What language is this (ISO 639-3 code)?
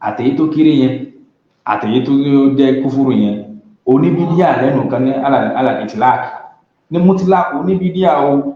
yor